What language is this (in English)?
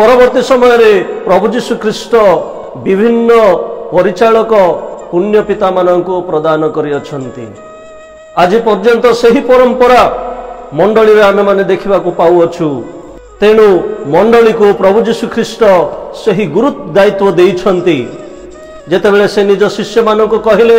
Odia